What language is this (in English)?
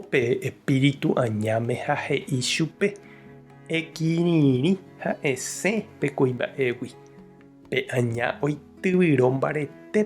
Guarani